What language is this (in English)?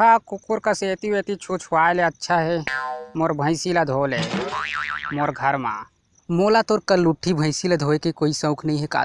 Chhattisgarhi